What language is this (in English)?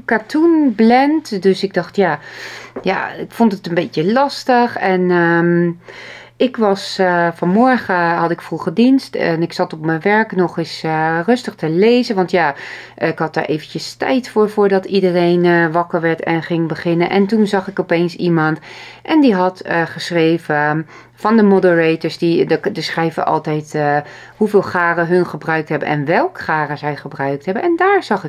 Dutch